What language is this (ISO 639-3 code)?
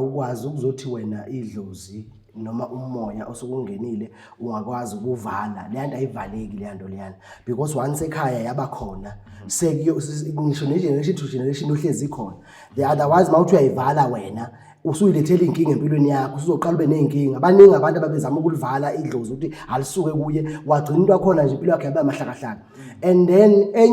zul